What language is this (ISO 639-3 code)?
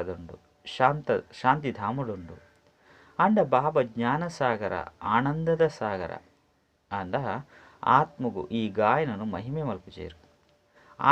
tcy